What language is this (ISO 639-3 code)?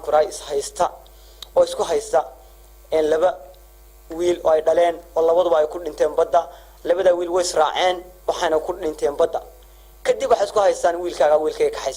som